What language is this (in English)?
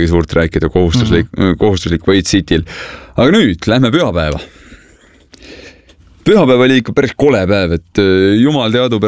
Estonian